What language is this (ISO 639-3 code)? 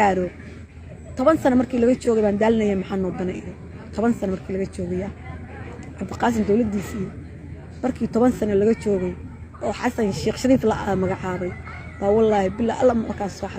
som